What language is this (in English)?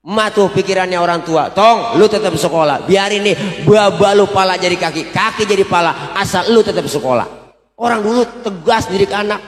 Betawi